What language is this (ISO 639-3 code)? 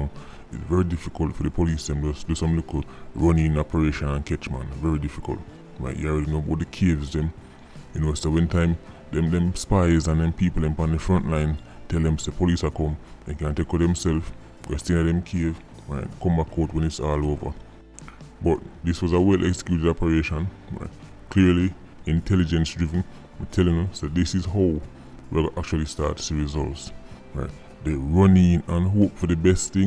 jam